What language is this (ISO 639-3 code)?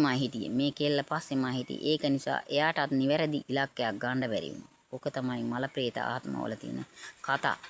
sin